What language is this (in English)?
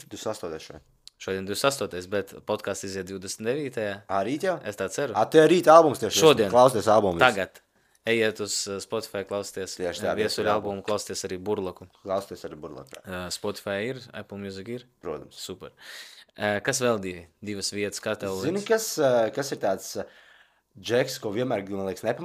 Latvian